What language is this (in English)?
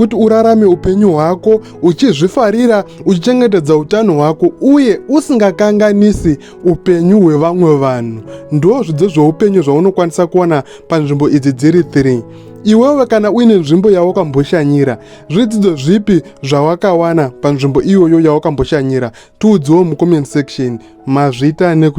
Shona